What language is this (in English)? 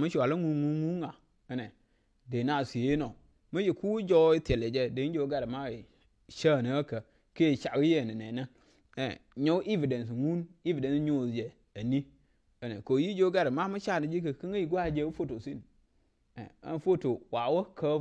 Nuer